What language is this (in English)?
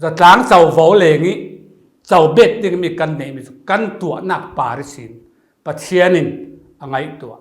Falam Chin